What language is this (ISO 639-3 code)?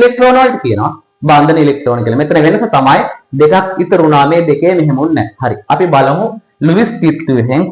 sin